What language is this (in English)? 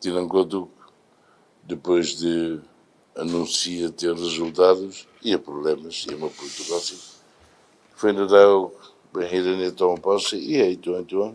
Tetum